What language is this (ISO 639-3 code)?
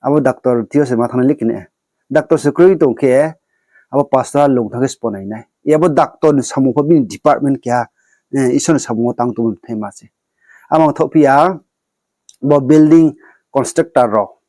ria